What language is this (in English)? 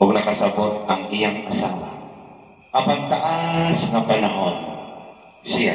Cebuano